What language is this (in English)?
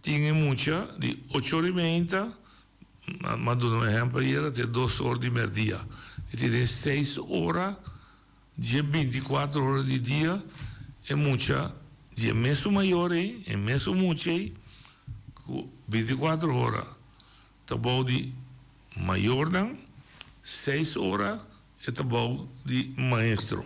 Papiamento